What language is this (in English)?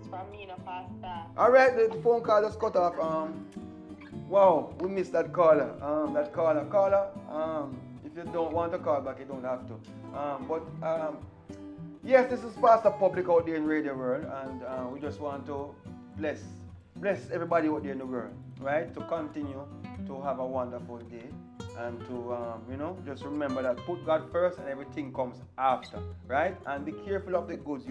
Jamaican Creole English